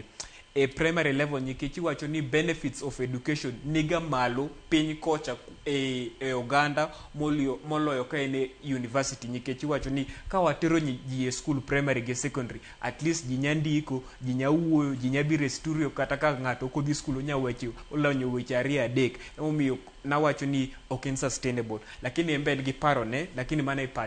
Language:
Luo (Kenya and Tanzania)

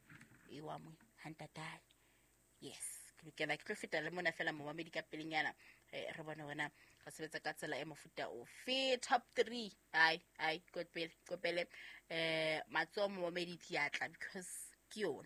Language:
Southern Sotho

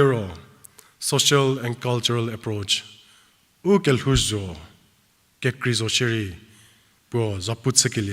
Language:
Angami Naga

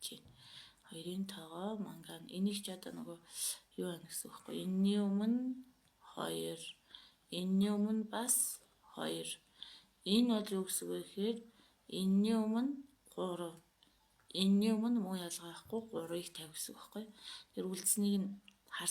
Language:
Mongolian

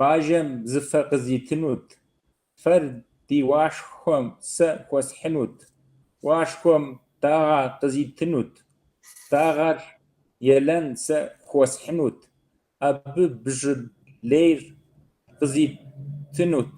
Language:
Kabardian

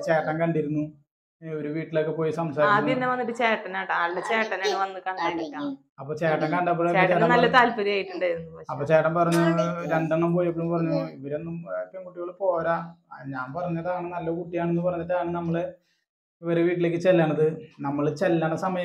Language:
Malayalam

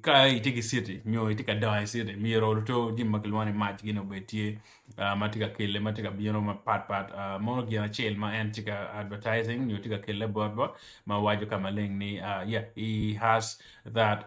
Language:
Acoli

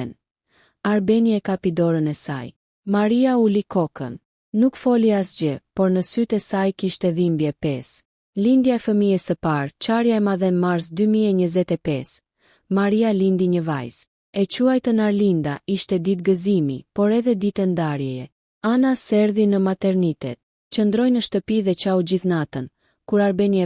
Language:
Albanian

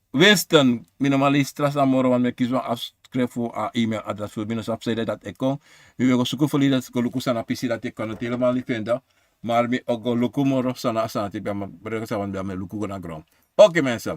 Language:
Sranan Tongo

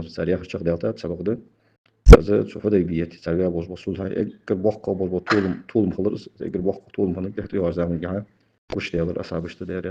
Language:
Ingush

